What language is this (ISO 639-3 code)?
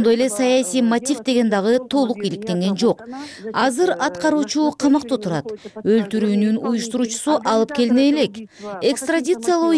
kir